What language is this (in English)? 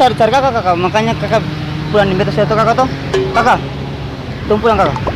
Ambonese Malay